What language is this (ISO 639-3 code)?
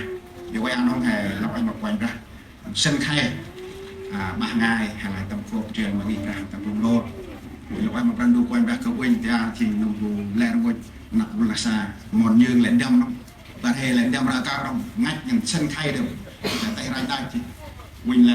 cmo